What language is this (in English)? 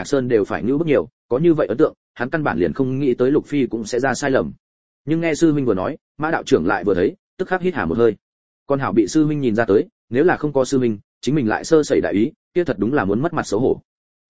Vietnamese